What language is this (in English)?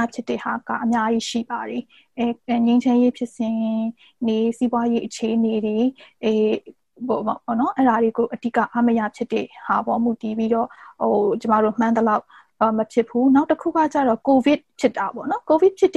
Burmese